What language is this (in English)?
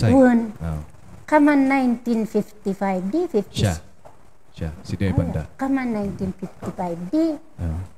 Kankanaey